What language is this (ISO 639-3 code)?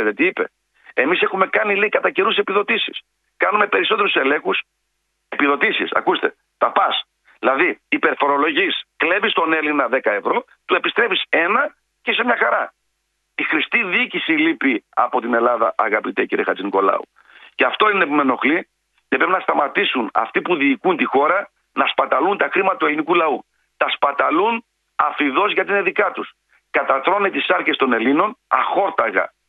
ell